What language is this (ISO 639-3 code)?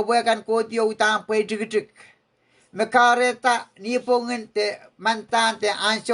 pon